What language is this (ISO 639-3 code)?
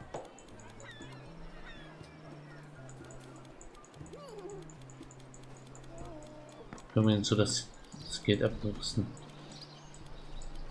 deu